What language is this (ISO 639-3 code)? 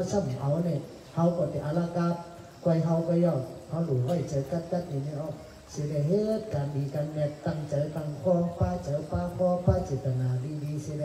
tha